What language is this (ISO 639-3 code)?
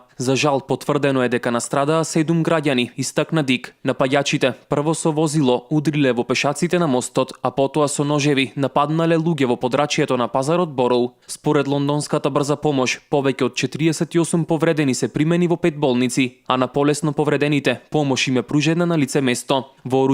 mkd